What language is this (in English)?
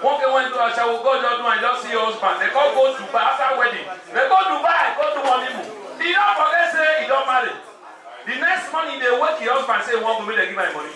Nigerian Pidgin